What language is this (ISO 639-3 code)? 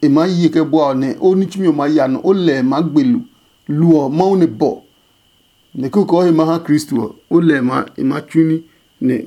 ada